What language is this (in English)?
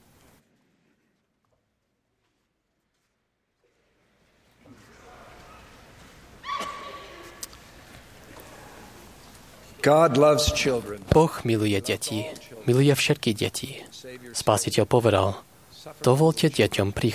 Slovak